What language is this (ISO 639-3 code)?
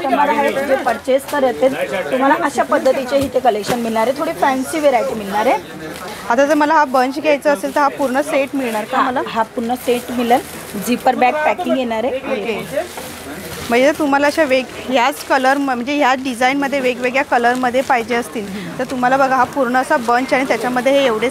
mar